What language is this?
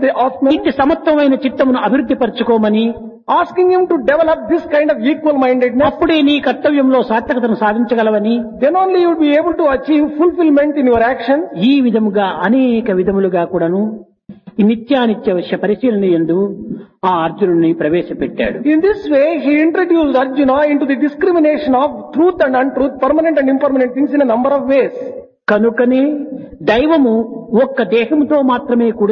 Telugu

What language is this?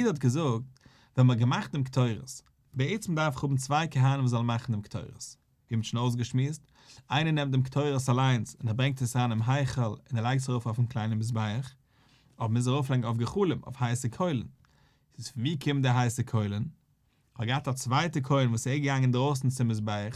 Yiddish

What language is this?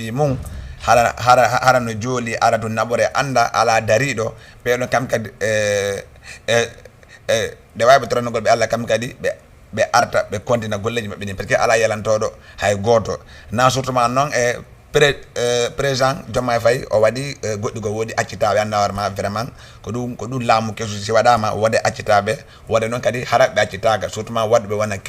Fula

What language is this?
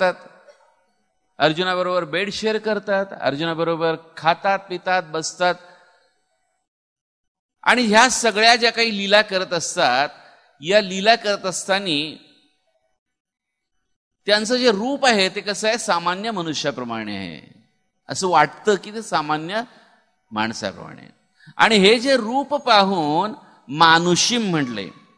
Marathi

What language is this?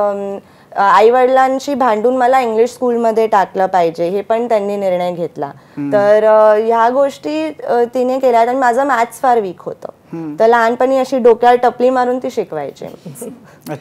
Marathi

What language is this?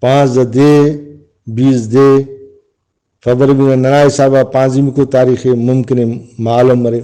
Brahui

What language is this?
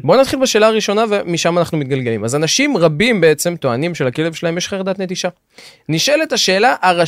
Hebrew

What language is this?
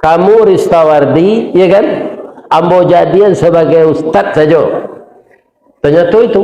Minangkabau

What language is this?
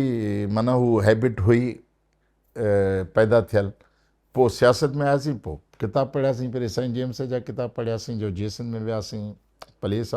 Sindhi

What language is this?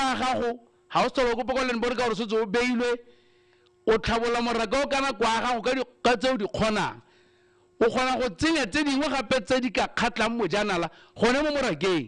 Tswana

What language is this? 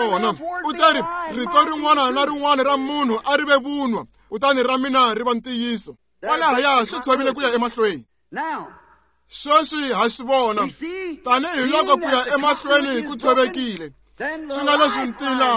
Tsonga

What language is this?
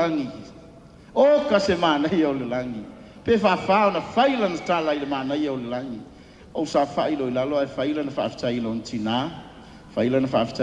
Samoan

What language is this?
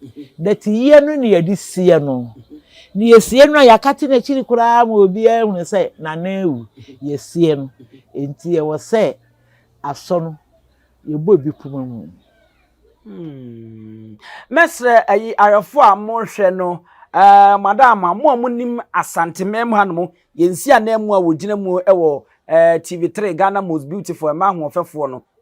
Akan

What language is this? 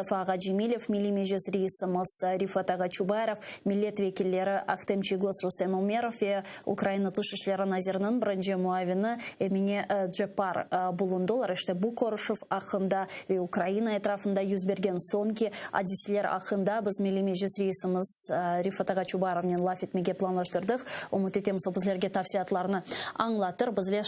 Crimean Tatar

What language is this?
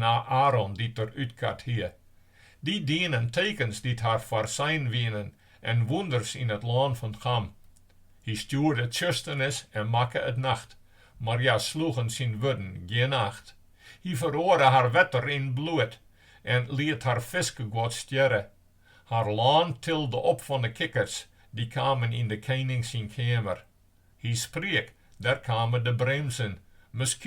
Western Frisian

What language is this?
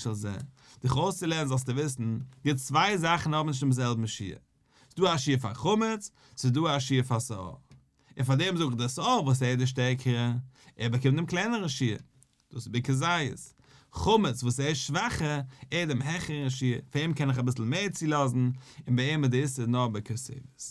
Yiddish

